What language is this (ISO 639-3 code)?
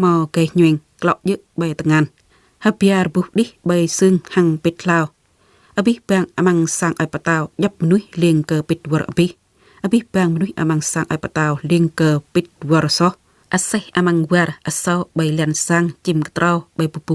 jra